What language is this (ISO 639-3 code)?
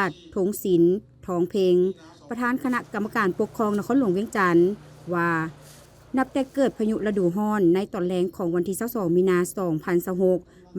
lao